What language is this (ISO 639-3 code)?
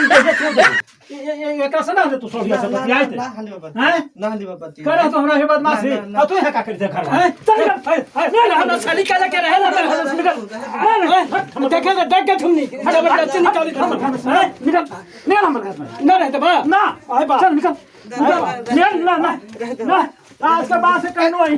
mag